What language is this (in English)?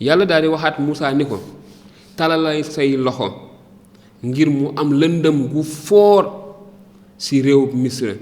Wolof